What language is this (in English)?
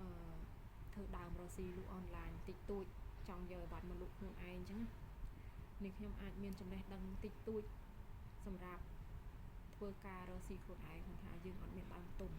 Khmer